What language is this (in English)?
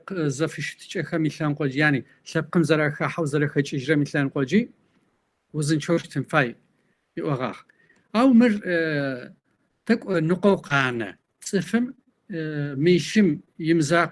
Kabardian